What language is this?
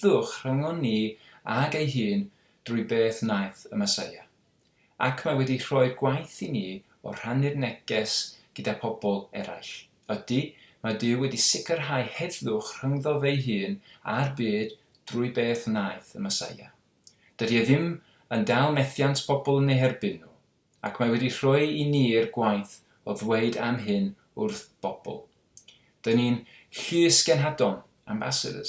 Welsh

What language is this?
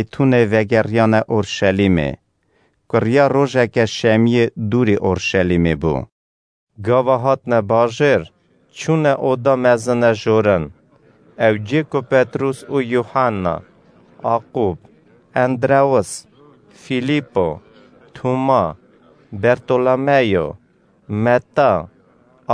Kurdish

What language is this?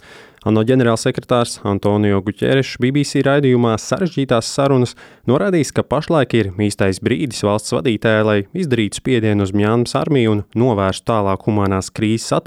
Latvian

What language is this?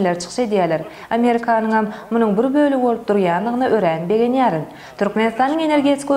Turkmen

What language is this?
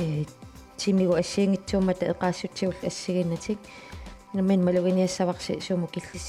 Kalaallisut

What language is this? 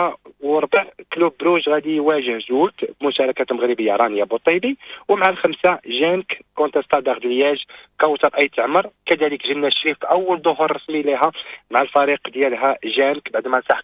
Moroccan Arabic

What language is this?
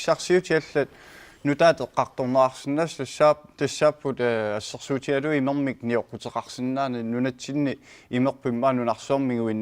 Kalaallisut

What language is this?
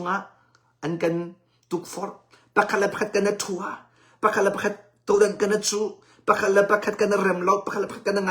Hakha Chin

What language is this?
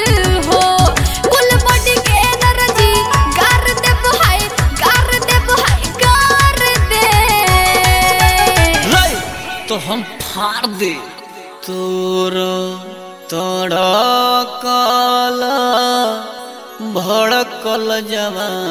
Bhojpuri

